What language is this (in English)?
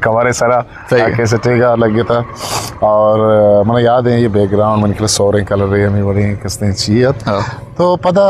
Eastern Balochi